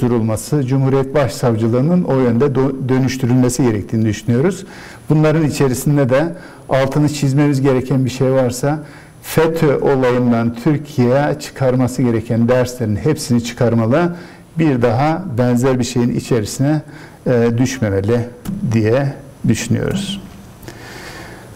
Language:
Turkish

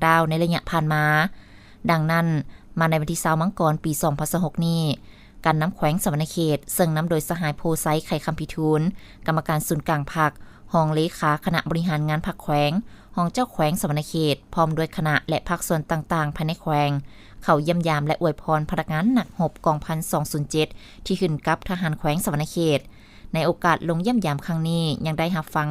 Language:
Lao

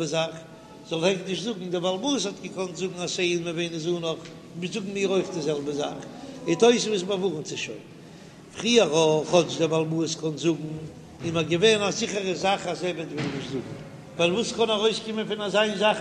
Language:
Yiddish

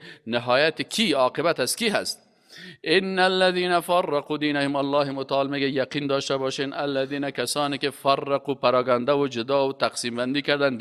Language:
Persian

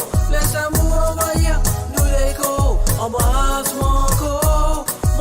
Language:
Morisyen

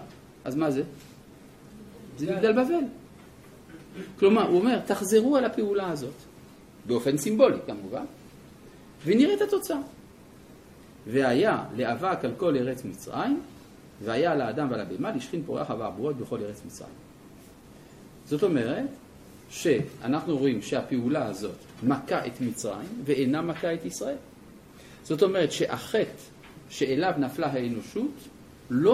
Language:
Hebrew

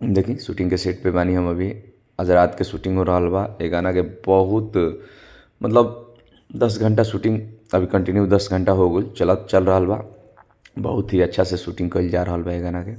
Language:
Bhojpuri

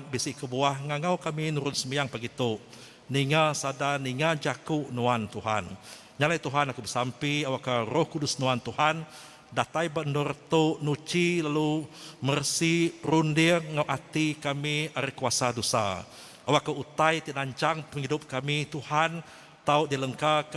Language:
Iban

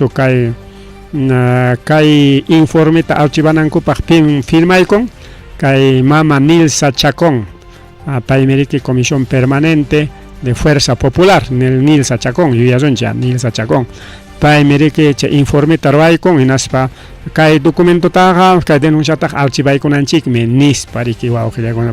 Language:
Ayacucho Quechua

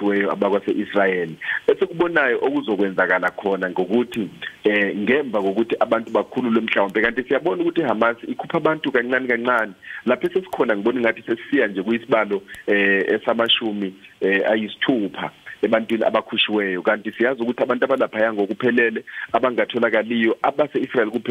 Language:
Zulu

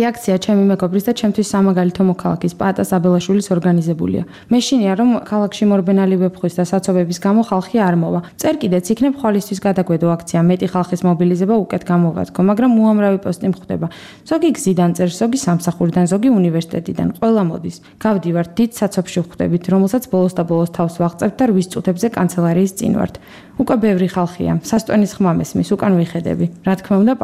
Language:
Georgian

